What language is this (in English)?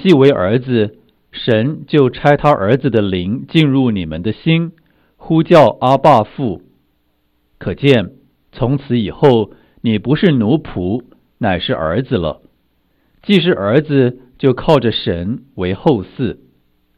Chinese